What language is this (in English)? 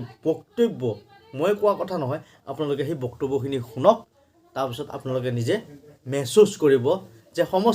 Assamese